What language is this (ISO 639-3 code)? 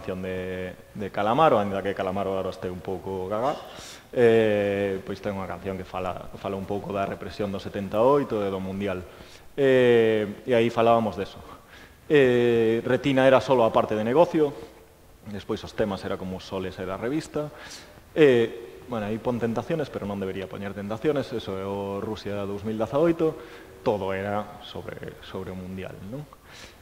glg